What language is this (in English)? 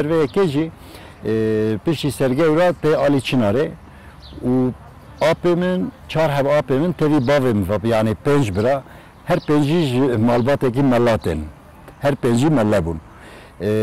Kurdish